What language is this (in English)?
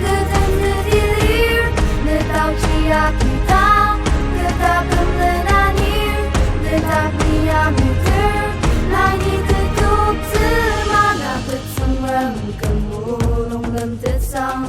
Ao Naga